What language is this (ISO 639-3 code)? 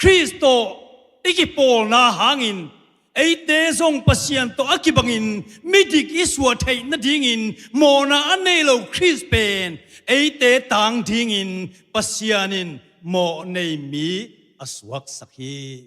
ctd